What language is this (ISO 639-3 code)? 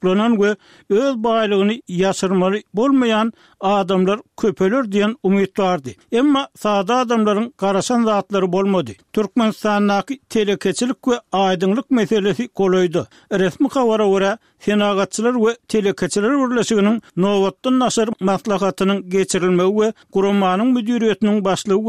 tuk